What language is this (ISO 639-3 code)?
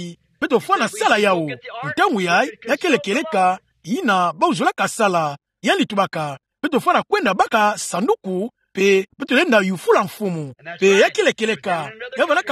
ktu